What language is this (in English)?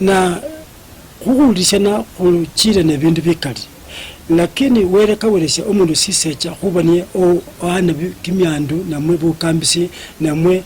Luyia